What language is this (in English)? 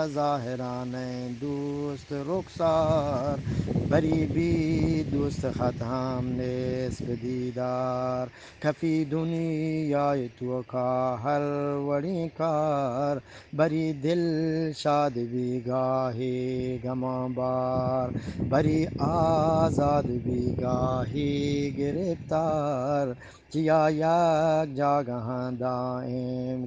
Eastern Balochi